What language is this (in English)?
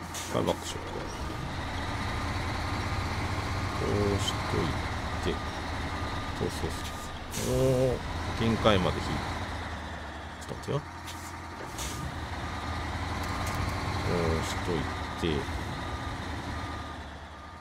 Japanese